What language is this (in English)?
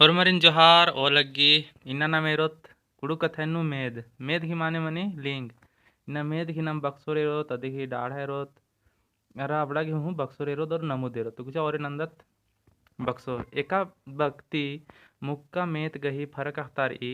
Kurukh